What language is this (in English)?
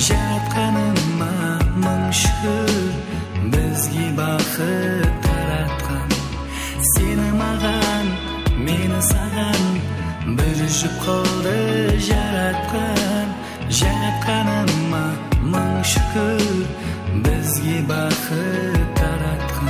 Kara-Kalpak